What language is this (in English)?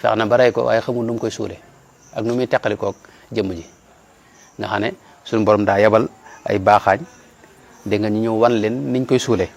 Wolof